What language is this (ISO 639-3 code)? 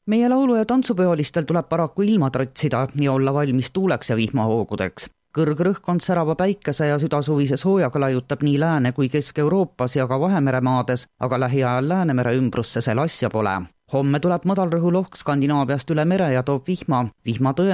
est